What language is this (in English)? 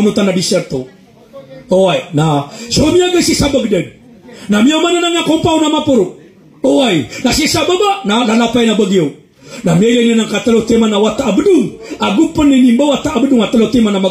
Maranao